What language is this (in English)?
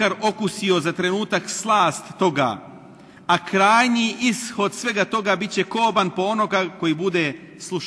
Bosnian